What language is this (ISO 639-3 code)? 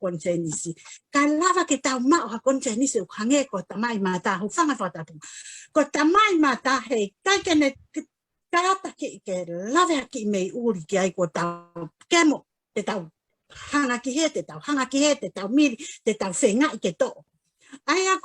ton